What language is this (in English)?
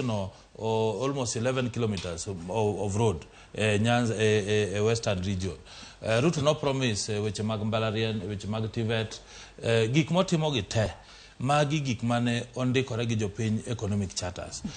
Luo (Kenya and Tanzania)